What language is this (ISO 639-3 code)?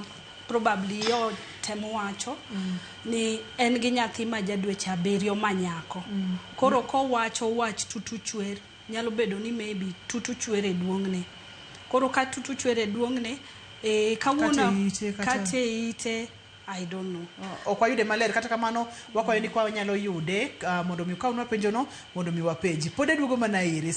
luo